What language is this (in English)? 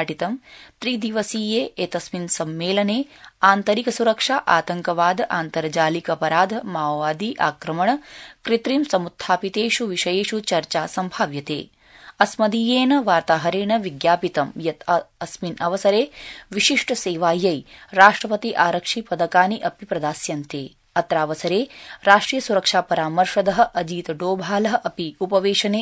Sanskrit